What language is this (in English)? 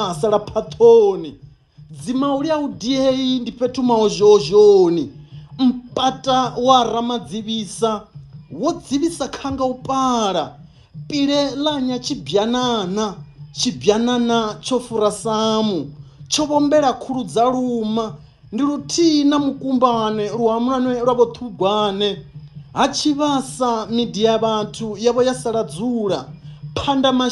Venda